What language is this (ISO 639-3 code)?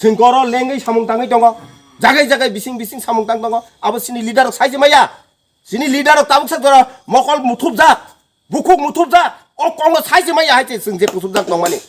trp